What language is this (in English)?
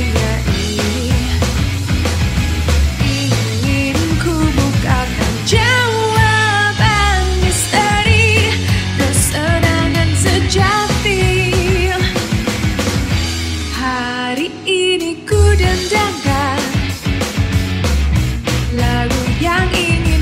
Indonesian